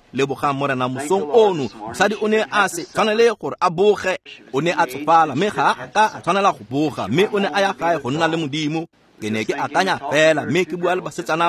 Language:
Tswana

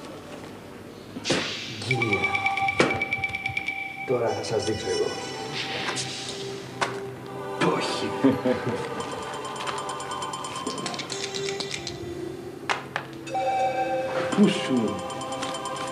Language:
Greek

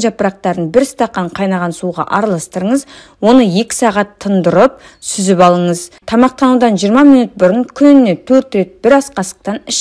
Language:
Kazakh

